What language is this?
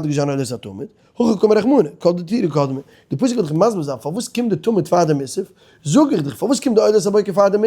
Yiddish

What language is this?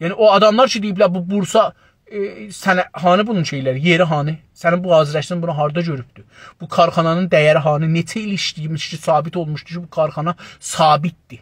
South Azerbaijani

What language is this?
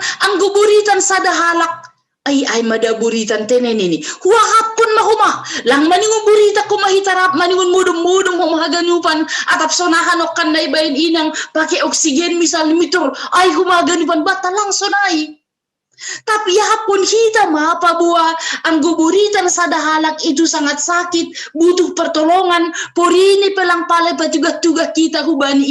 Batak Simalungun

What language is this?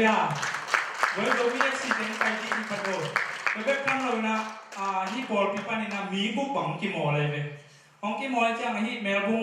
Tedim Chin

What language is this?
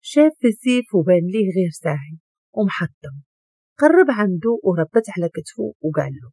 Moroccan Arabic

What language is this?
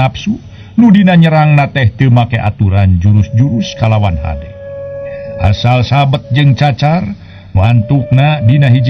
Sundanese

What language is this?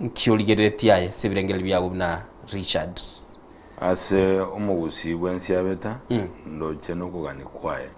Gusii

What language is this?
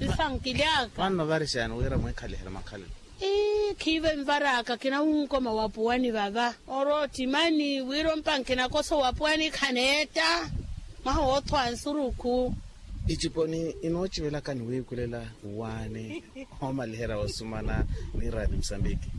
Makhuwa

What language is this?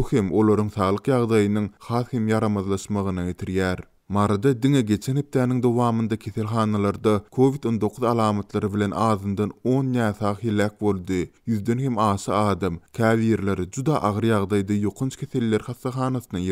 Turkmen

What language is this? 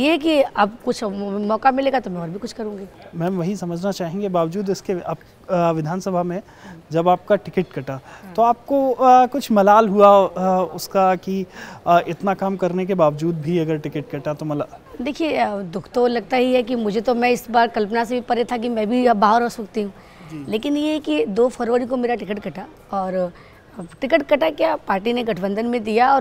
Hindi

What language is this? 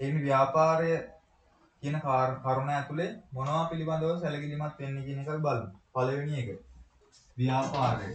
Sinhala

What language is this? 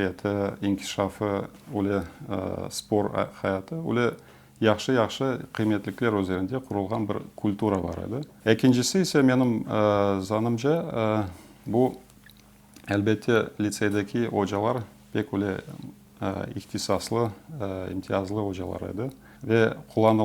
Crimean Tatar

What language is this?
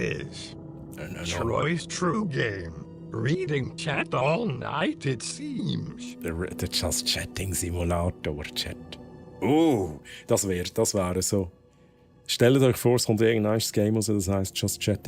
Swiss German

